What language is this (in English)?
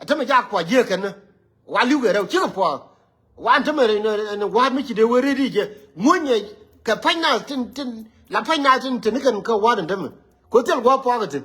Nuer